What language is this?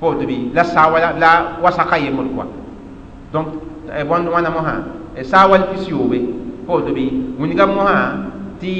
Mossi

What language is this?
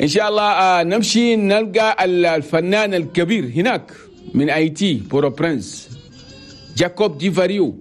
Chadian Arabic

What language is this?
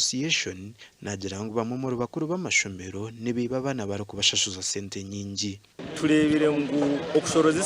Nyankole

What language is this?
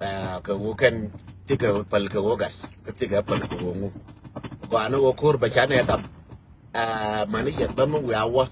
Nuer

